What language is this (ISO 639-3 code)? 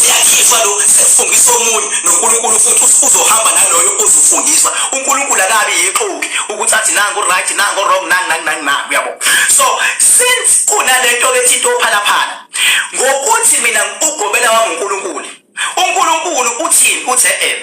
zul